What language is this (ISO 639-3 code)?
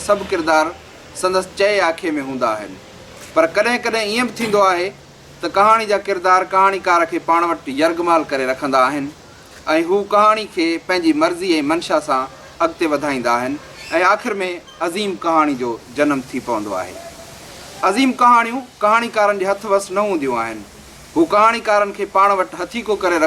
snd